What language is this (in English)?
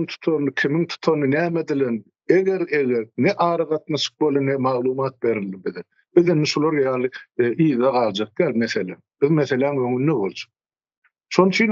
Turkmen